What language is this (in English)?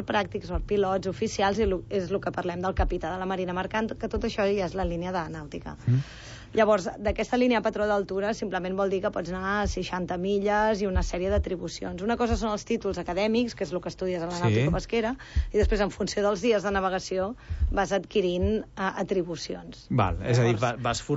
Catalan